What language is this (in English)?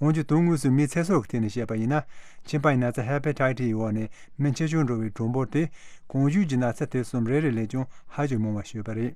Tibetan